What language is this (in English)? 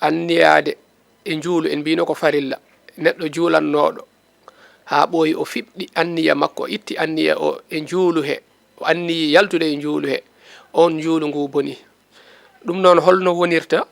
Fula